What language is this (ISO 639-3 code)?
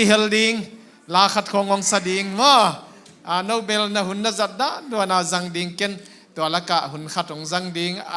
ctd